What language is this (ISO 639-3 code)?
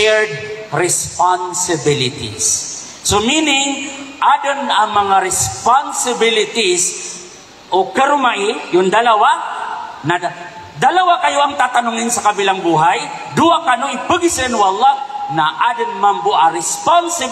mrw